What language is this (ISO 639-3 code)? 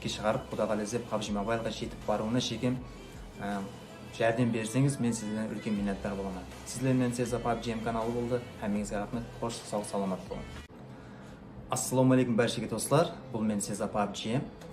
kaa